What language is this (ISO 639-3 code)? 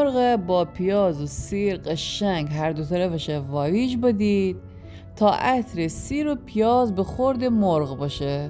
glk